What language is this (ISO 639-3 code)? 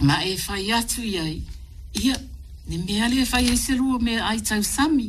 smo